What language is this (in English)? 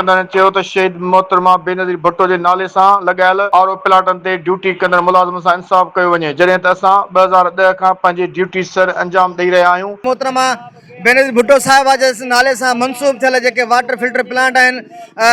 Sindhi